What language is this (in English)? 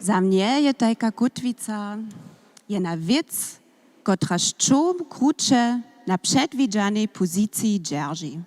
Upper Sorbian